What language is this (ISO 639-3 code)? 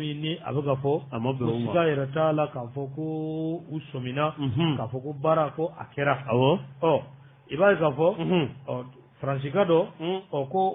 bam